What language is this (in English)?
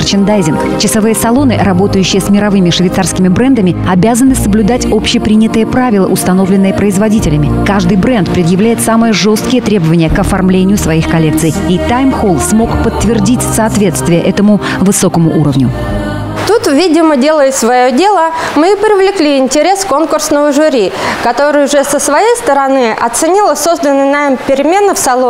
Russian